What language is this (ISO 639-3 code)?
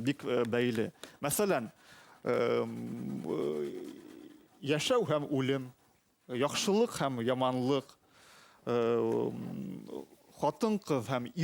bak